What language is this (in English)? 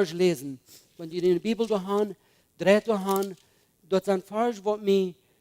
Plautdietsch